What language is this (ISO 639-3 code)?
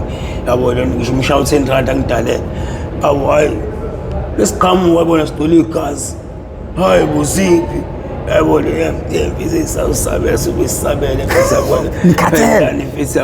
zul